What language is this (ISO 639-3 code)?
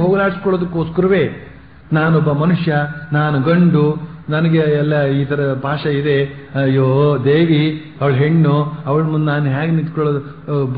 kan